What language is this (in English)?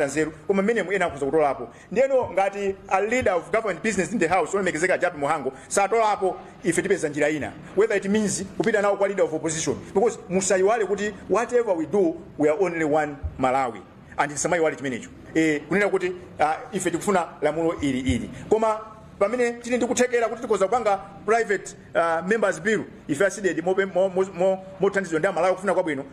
Nyanja